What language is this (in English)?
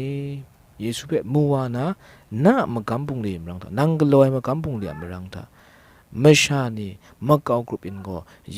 Kachin